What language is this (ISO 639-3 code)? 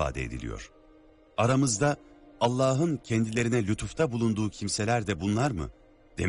tur